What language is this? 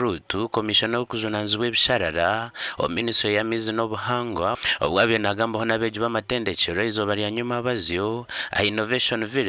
Nyankole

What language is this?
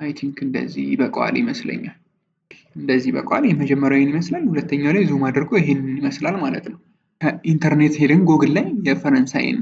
Amharic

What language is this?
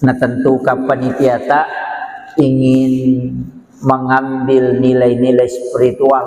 Buginese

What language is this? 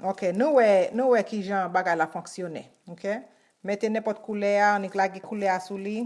Haitian Creole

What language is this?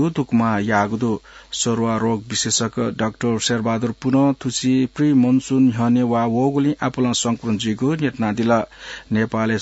Newari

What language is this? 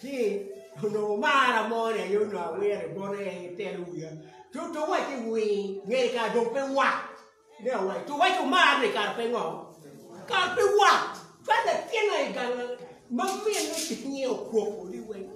Acoli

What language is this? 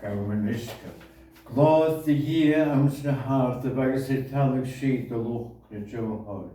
Scottish Gaelic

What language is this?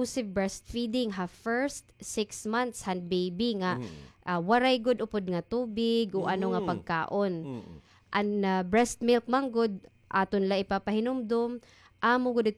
Waray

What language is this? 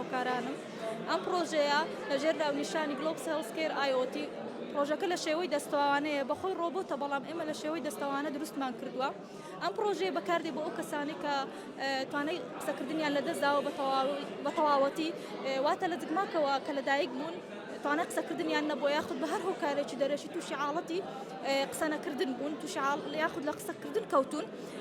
Central Kurdish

